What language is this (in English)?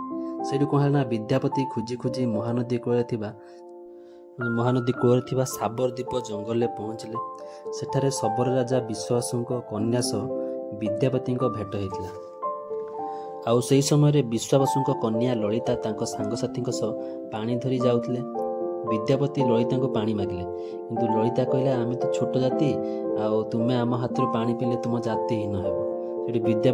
Odia